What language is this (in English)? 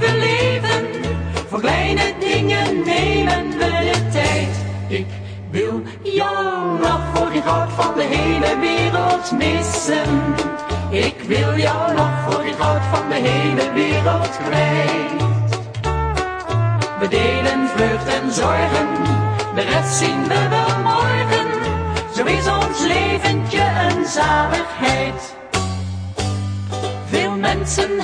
Dutch